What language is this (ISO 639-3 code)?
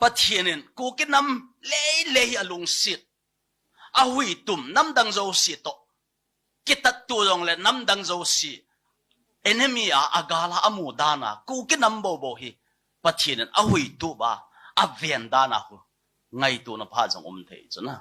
tcz